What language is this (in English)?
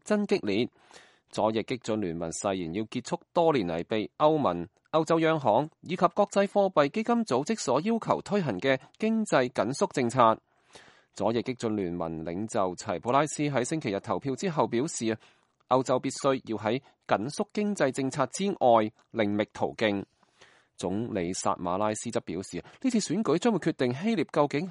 Cantonese